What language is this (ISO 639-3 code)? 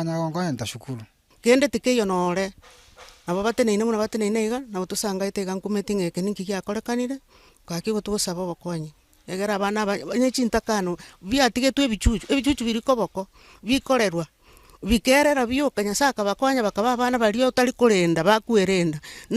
guz